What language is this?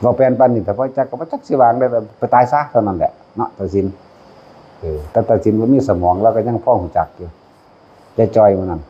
Northeastern Thai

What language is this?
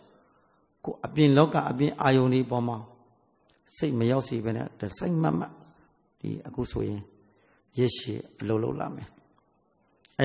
Burmese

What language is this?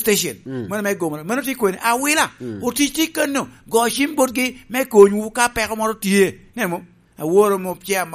Lango (Uganda)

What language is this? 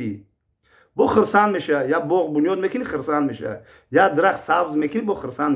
Tajik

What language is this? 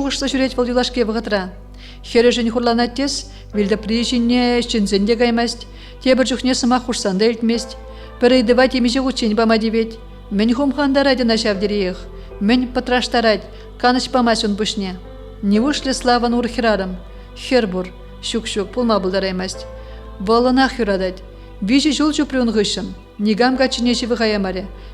Chuvash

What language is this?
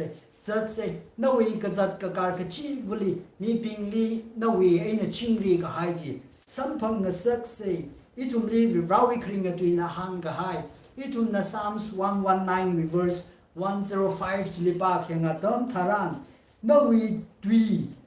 Tangkhul Naga (India)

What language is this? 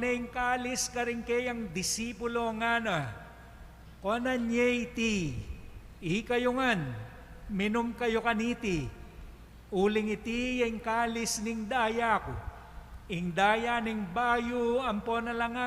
Pampanga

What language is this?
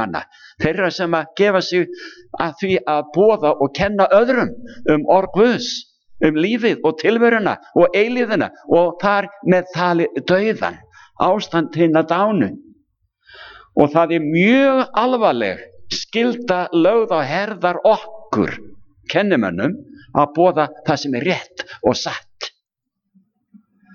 Icelandic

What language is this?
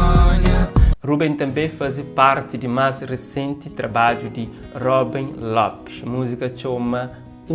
Kabuverdianu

